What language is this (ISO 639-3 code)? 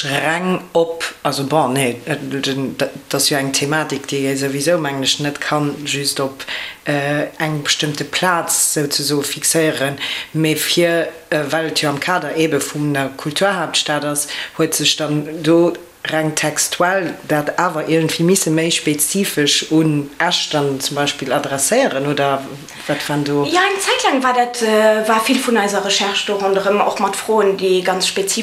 ltz